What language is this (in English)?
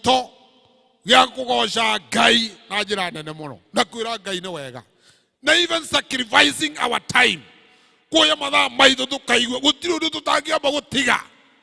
Kikuyu